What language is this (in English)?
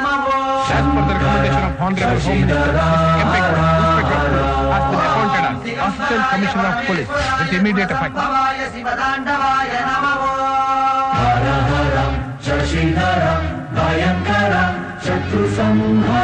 Kannada